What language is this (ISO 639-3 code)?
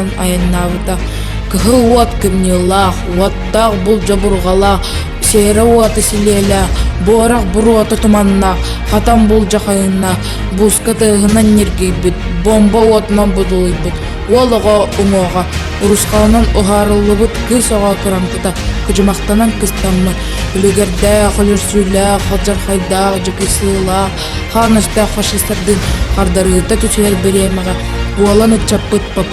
sah